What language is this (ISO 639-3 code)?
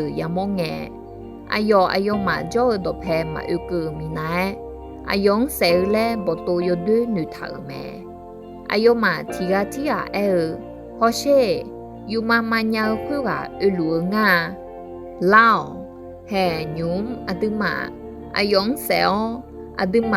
ahk